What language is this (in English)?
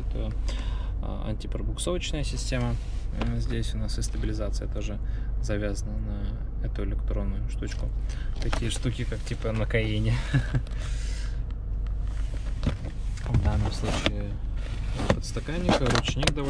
Russian